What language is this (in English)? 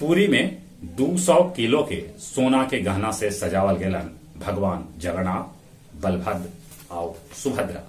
Magahi